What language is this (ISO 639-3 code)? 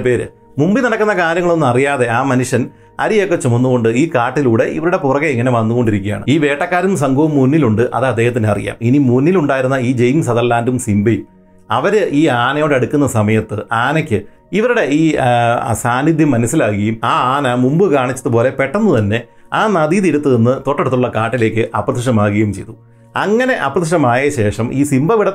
mal